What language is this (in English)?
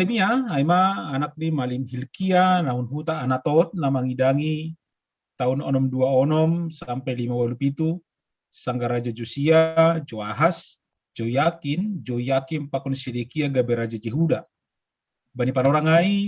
Batak Simalungun